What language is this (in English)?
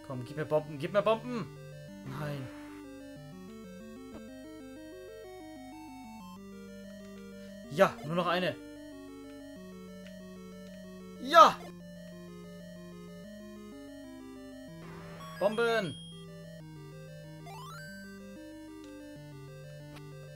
German